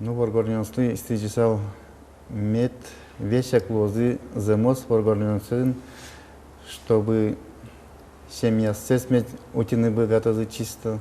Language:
Udmurt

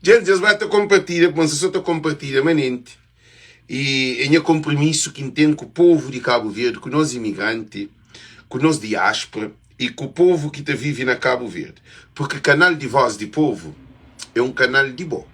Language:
Kabuverdianu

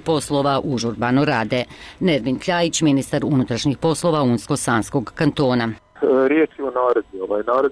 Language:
Bosnian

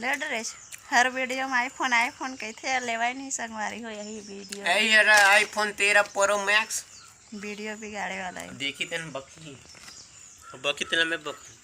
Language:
Chhattisgarhi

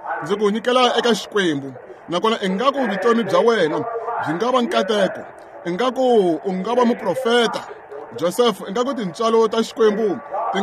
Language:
Tsonga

